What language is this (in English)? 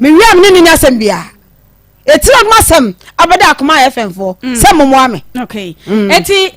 Akan